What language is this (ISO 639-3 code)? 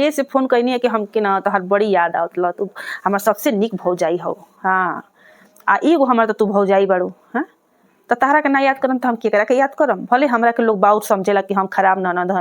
bho